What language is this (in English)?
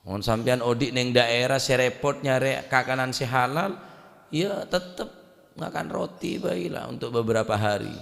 Madurese